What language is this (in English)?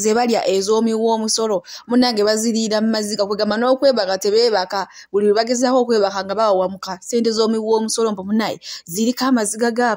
Ganda